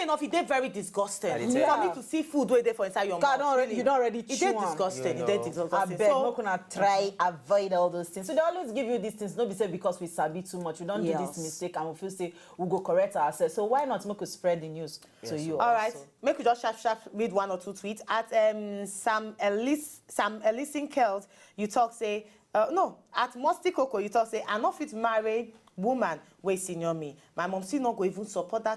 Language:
Nigerian Pidgin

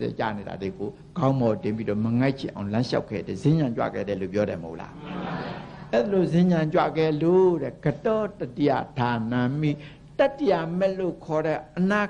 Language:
Burmese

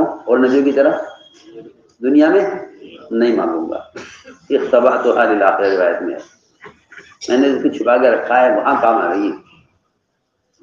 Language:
Urdu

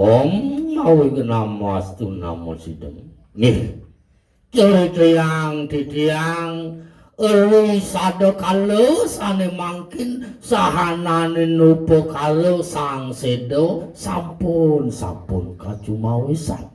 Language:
Balinese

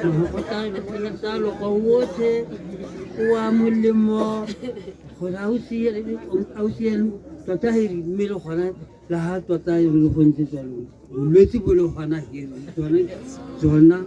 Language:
Tswana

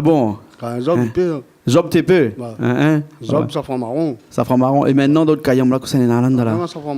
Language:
Réunion Creole French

